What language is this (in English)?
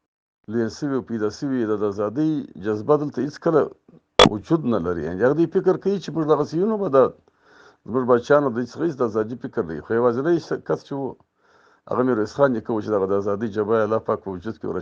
Pashto